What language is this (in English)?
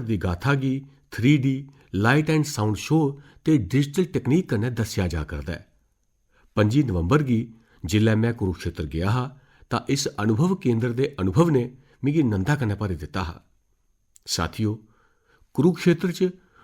Dogri